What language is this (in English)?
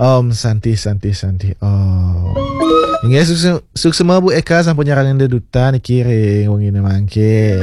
Balinese